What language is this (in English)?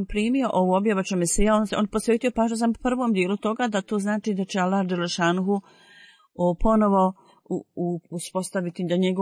Bosnian